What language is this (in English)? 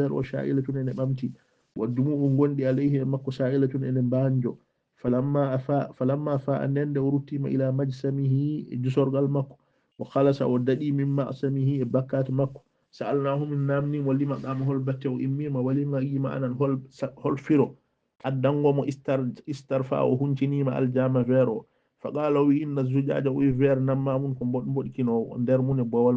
Fula